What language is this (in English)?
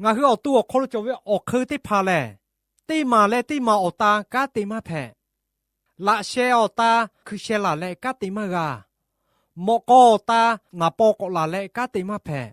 Lahu